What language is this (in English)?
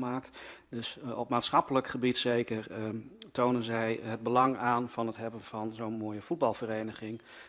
Dutch